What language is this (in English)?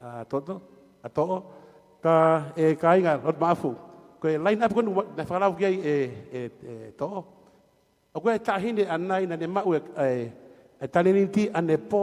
Tongan